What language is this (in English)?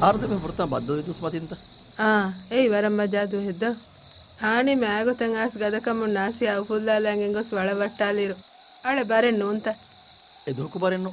Divehi